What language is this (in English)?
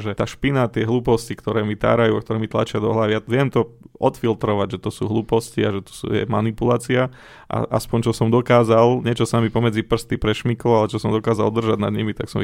Slovak